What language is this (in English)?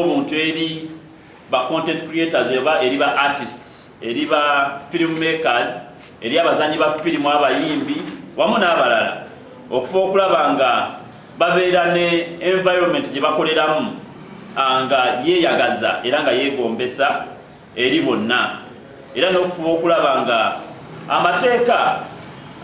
Ganda